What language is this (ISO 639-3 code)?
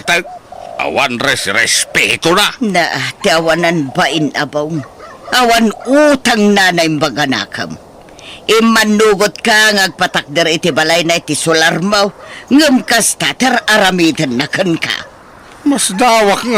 ilo